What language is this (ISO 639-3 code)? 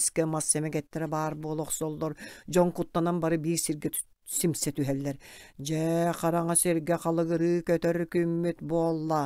sah